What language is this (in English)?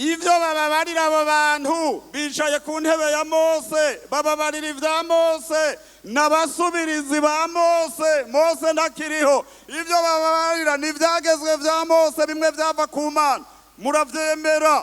Rundi